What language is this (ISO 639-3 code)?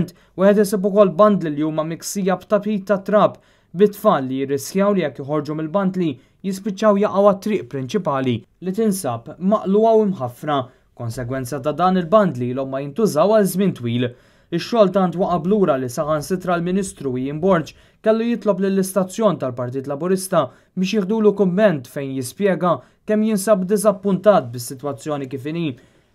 mlt